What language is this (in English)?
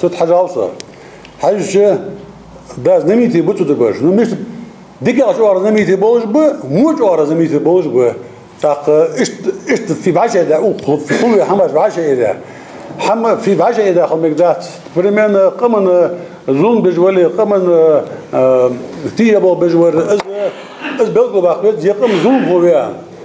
Ingush